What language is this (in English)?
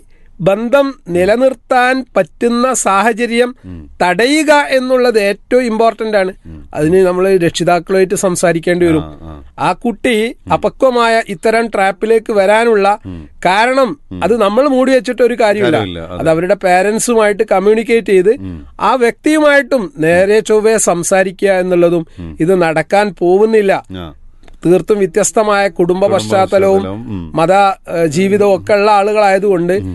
Malayalam